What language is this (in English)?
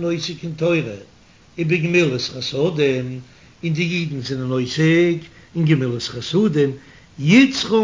Yiddish